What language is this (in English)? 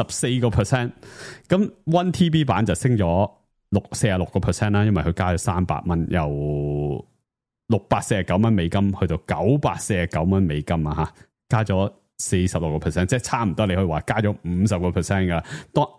Cantonese